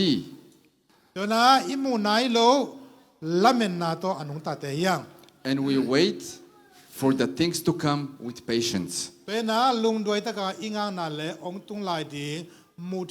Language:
Tedim Chin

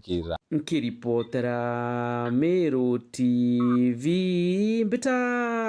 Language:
Meru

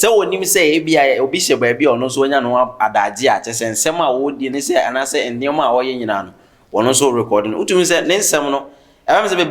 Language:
Akan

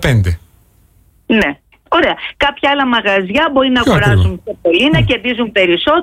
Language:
Greek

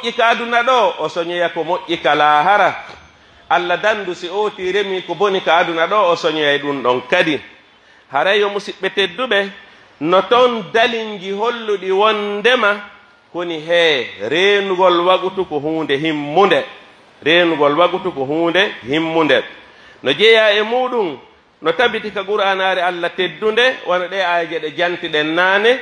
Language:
Pular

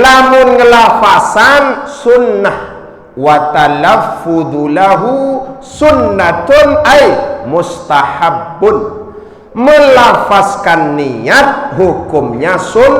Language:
Sasak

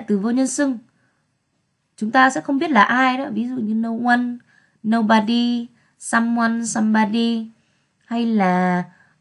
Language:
Vietnamese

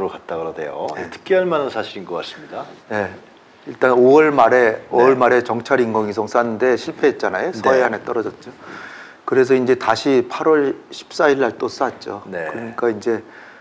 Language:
Korean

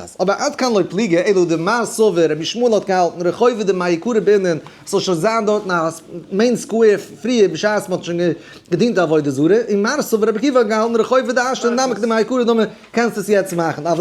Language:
Yiddish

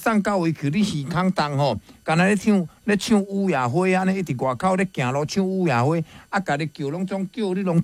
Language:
Min Nan Chinese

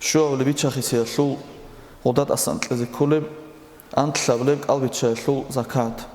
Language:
Avaric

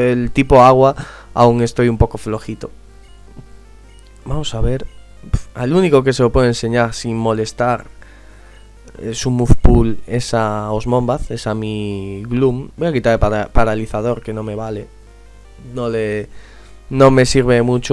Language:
Spanish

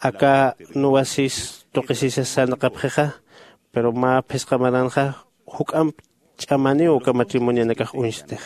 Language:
Aymara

